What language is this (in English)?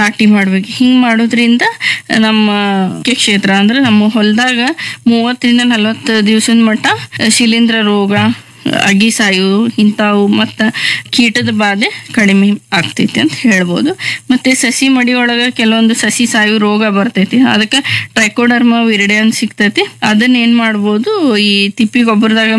Kannada